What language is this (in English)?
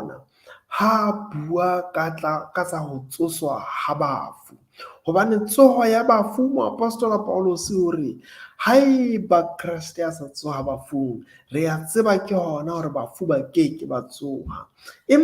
Southern Sotho